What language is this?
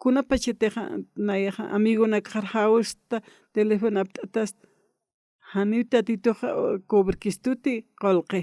Aymara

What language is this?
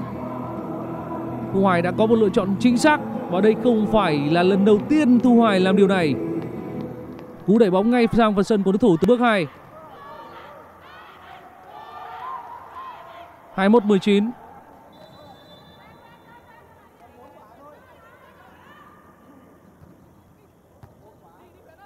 Vietnamese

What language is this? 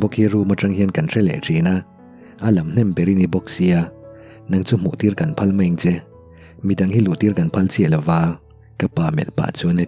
Mizo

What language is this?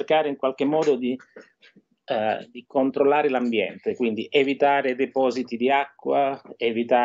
Italian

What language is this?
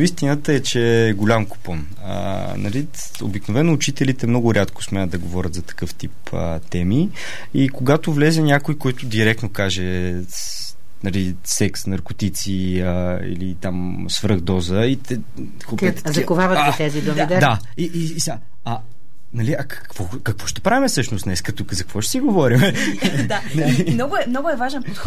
Bulgarian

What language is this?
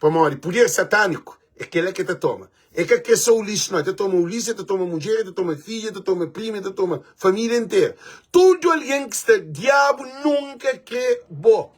Kabuverdianu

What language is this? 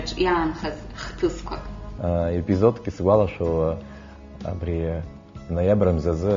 Abkhazian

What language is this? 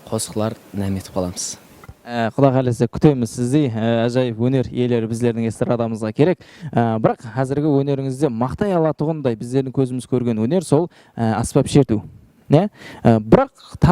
Kara-Kalpak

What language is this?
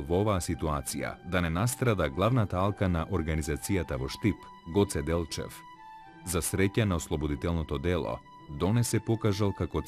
Macedonian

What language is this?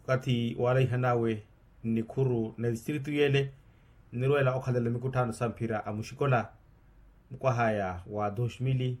Makhuwa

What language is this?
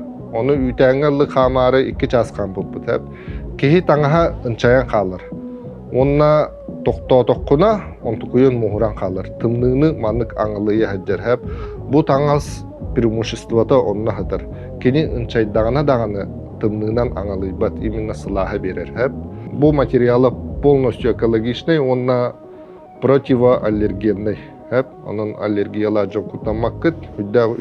Yakut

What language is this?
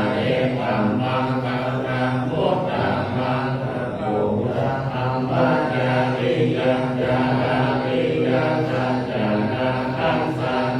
Pali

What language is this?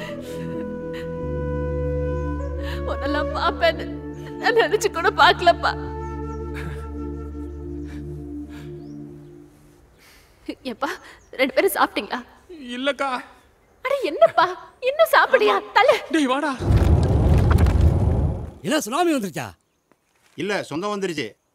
Tamil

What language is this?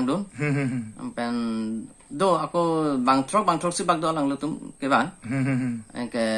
Karbi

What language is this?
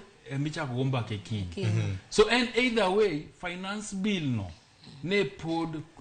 Luo (Kenya and Tanzania)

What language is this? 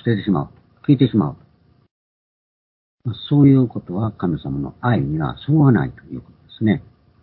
Japanese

